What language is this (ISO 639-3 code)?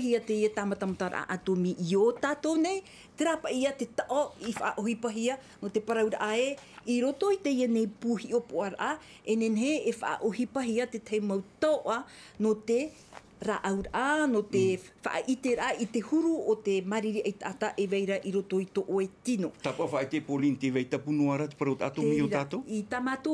tah